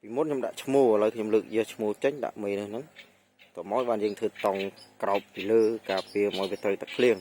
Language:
Khmer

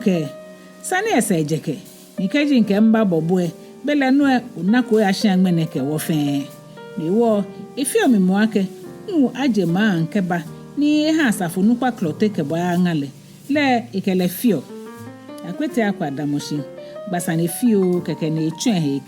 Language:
Ga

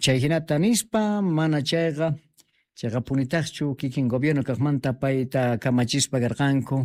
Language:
Quechua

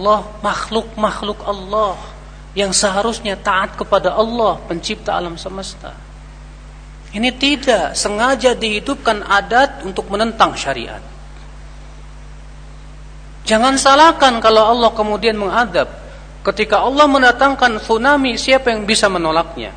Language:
Indonesian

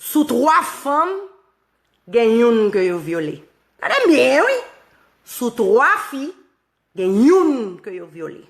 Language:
Haitian Creole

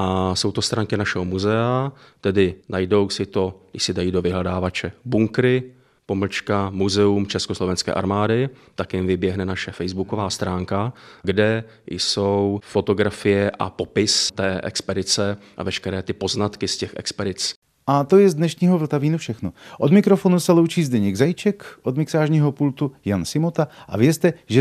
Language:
Czech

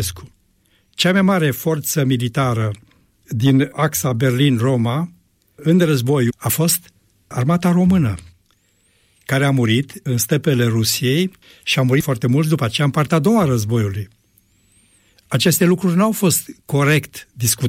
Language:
Romanian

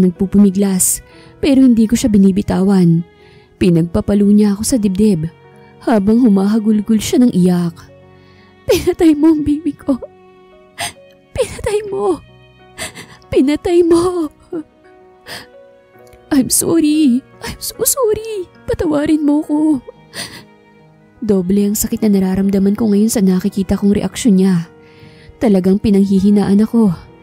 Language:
Filipino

